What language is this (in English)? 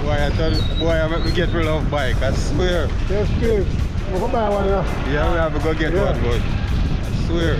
Jamaican Creole English